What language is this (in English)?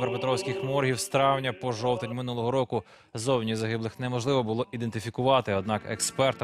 Ukrainian